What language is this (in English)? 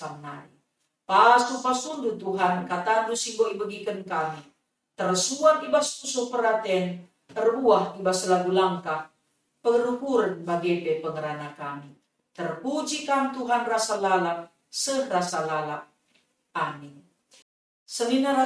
Batak Karo